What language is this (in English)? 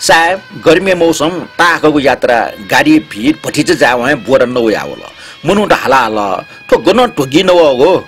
Newari